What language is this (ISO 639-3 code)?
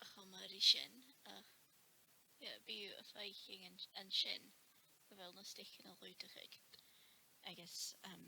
gla